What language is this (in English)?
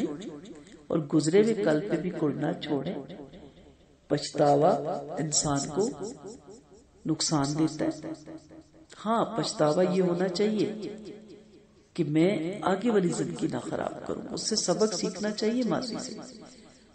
Urdu